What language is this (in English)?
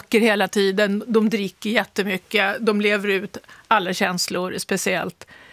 Swedish